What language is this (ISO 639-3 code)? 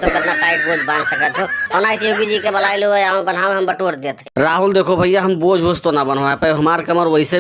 bho